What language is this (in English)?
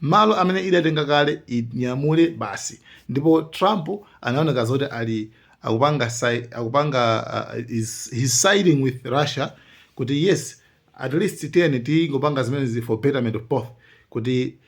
Nyanja